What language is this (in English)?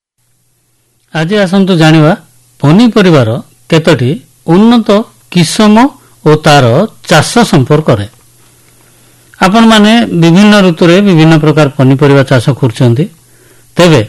Odia